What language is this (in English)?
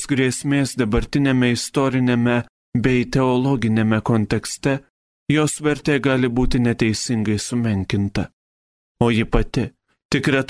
Lithuanian